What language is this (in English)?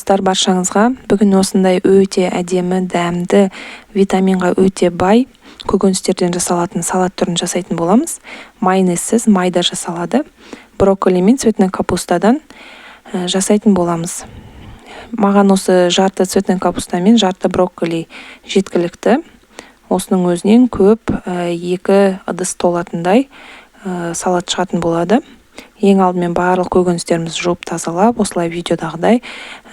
Kazakh